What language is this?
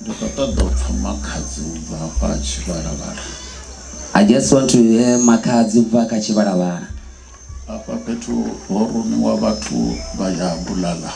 Venda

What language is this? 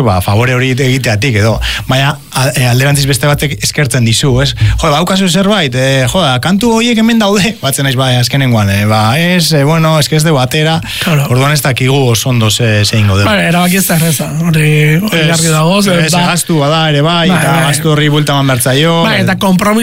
Basque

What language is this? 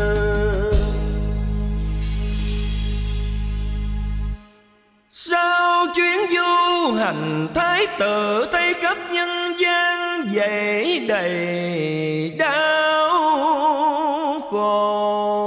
Vietnamese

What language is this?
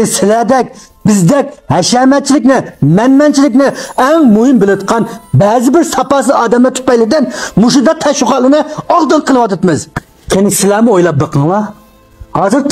Uyghur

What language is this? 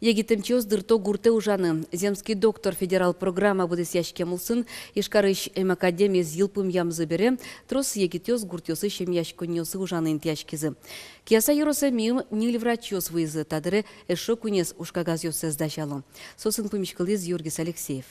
Udmurt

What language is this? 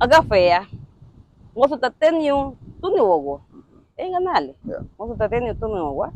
Garifuna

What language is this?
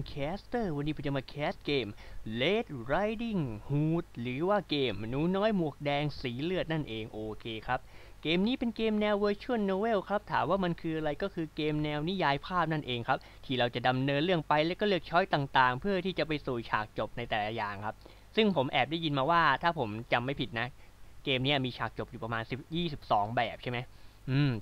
Thai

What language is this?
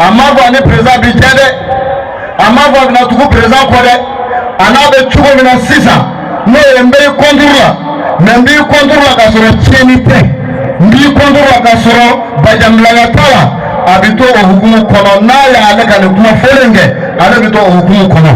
Bambara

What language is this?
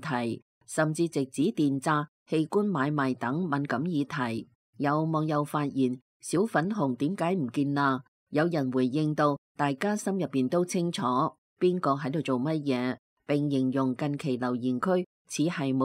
Cantonese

